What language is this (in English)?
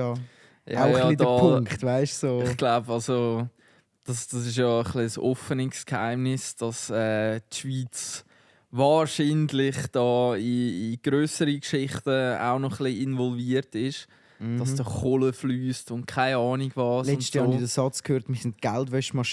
Swiss German